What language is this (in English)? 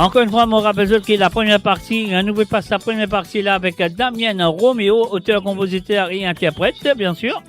Morisyen